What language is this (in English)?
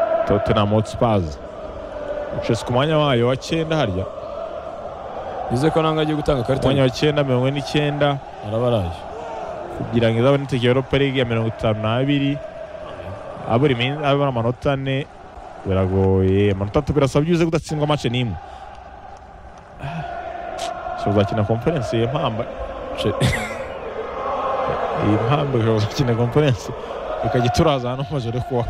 Kinyarwanda